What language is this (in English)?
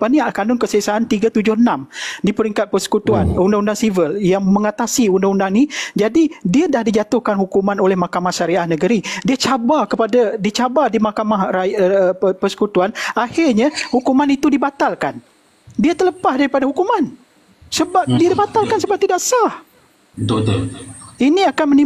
Malay